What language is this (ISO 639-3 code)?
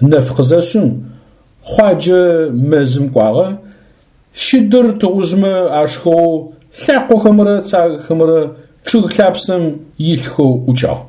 ady